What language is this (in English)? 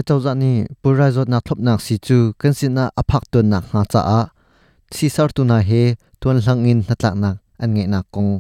Hakha Chin